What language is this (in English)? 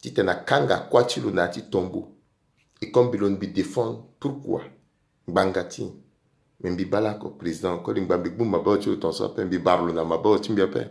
Sango